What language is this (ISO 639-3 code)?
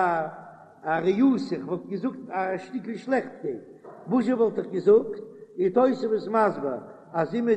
yid